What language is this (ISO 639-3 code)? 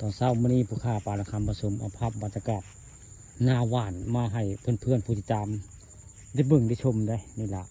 tts